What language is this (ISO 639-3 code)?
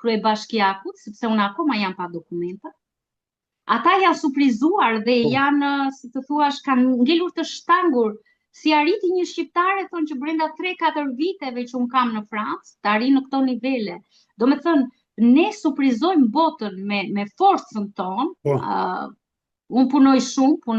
sqi